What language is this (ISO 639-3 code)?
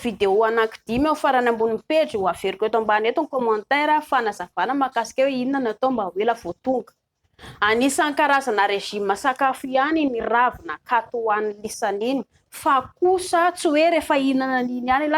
mlg